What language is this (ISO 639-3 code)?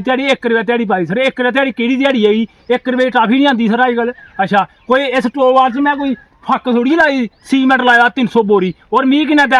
doi